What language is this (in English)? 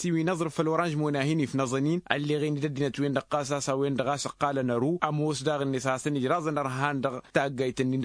Tamasheq